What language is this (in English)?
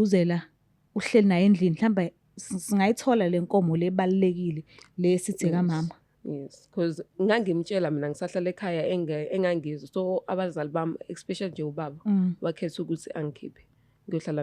Zulu